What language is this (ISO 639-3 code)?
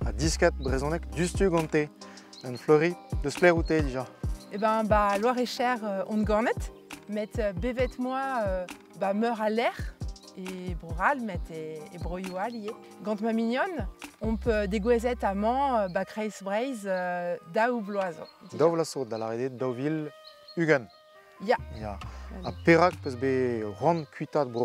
bre